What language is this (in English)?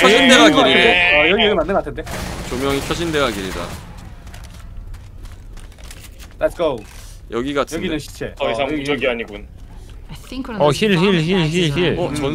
Korean